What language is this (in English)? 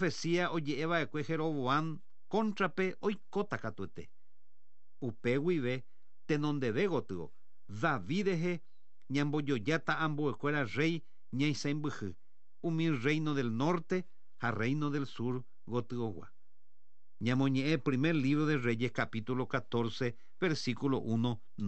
Guarani